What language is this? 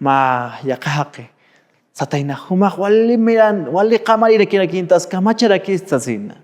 Aymara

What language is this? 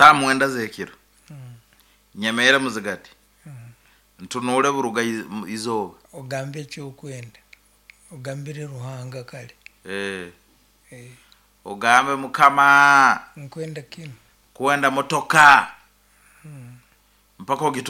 Nyoro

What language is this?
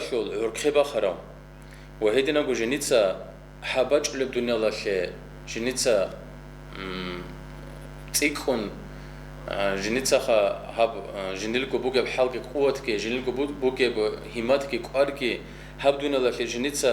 Avaric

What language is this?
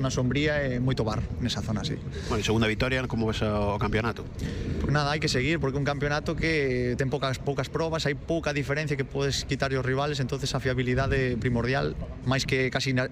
Galician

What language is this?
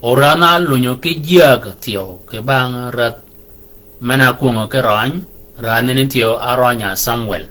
Shilluk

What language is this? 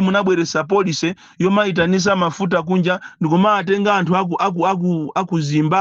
Nyanja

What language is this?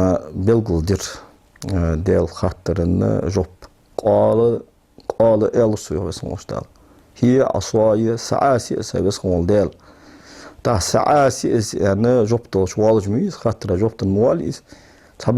Ingush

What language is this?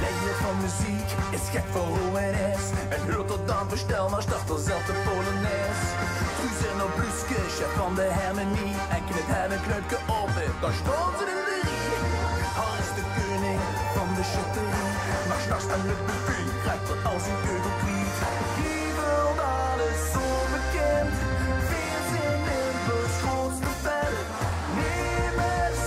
Limburgish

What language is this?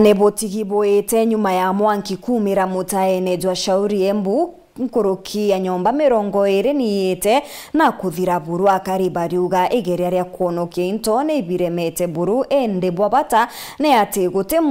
Meru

